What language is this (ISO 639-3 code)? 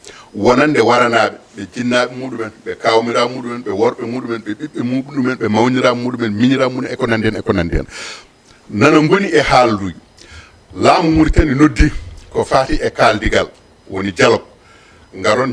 ful